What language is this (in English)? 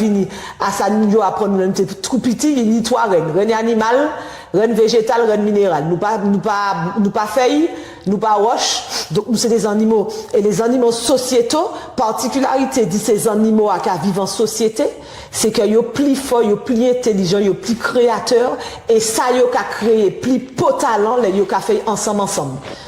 Guadeloupean Creole French